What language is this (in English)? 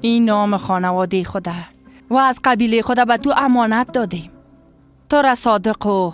Persian